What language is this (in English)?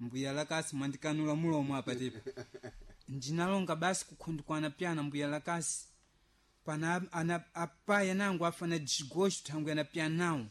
Sena